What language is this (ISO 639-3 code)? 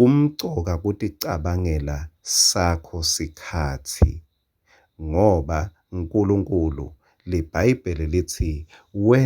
ssw